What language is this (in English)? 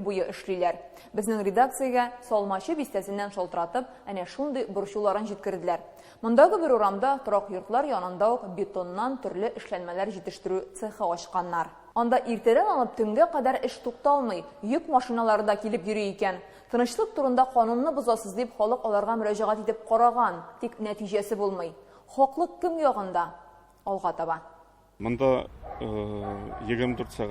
Tatar